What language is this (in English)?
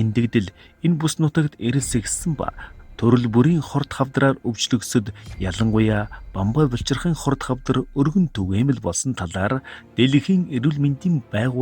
Mongolian